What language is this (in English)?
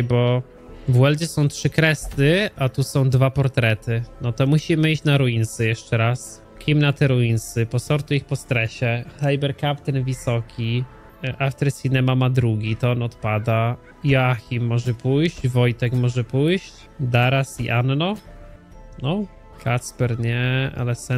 Polish